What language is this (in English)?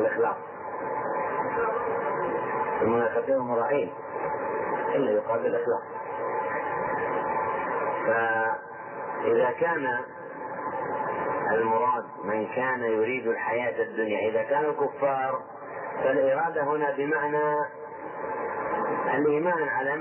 Arabic